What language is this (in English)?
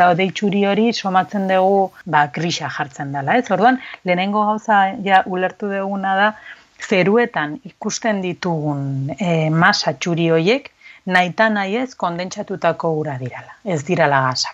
Basque